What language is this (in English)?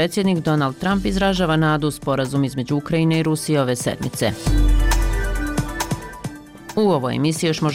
Bosnian